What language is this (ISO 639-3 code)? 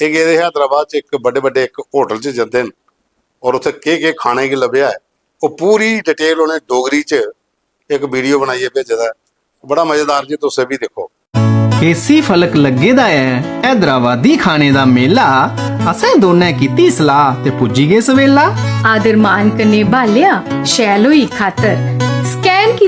doi